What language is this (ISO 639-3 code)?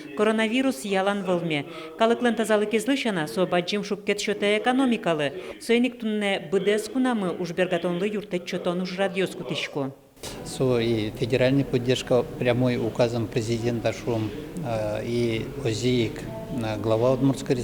udm